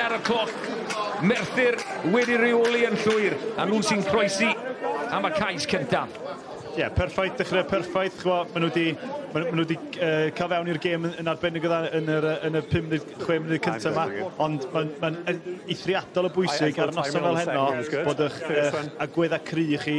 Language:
Welsh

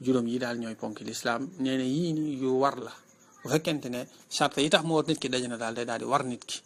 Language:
Wolof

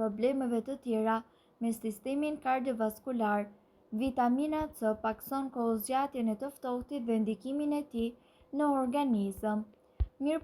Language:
Albanian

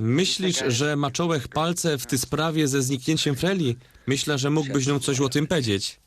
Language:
Silesian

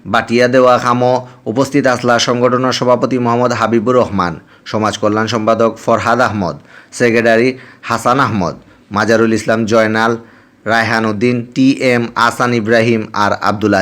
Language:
Sylheti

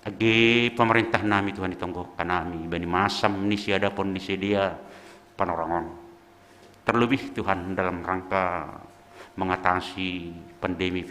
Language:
Batak Simalungun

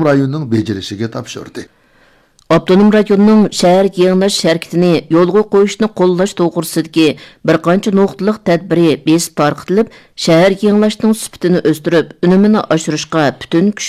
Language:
Uyghur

